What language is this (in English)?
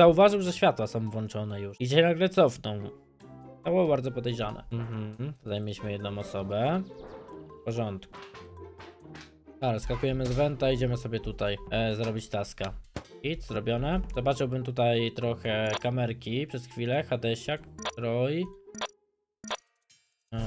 Polish